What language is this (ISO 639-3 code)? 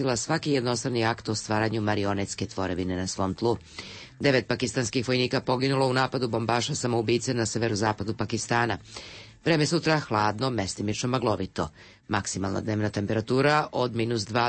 srp